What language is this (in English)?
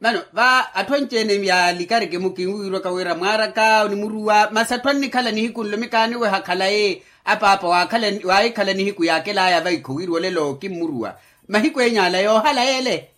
Makhuwa